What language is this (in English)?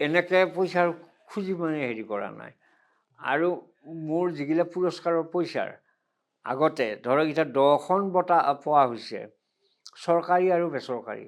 Assamese